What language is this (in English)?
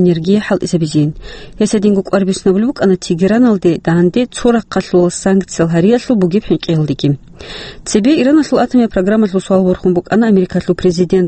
Avaric